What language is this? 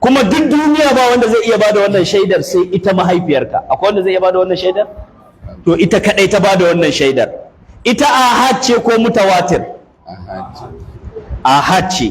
Hausa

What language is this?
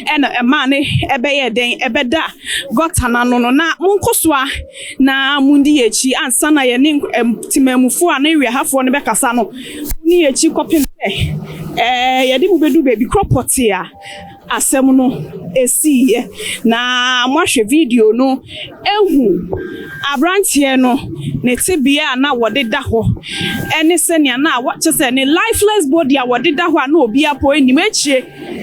Akan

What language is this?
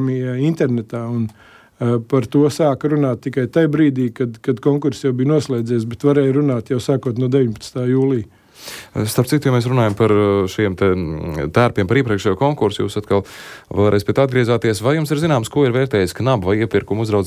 Latvian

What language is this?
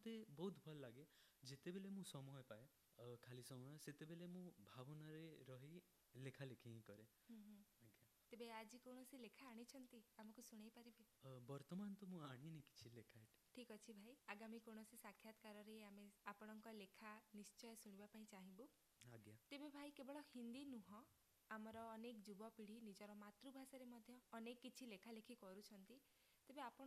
Odia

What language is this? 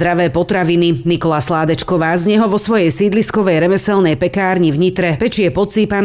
Slovak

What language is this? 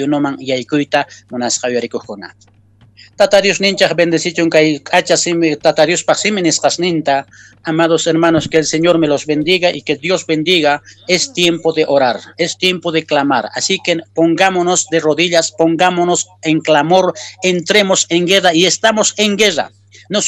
Quechua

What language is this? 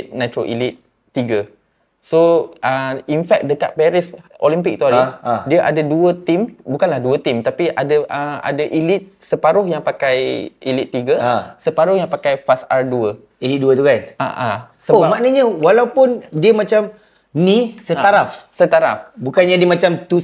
Malay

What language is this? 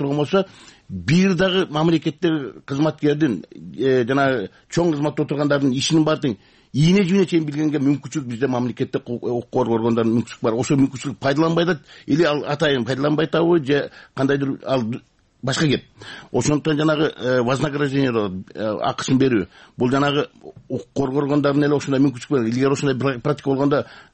Kyrgyz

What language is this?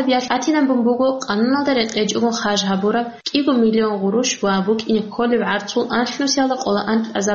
Avaric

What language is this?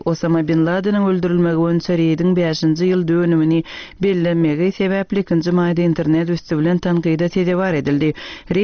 Turkmen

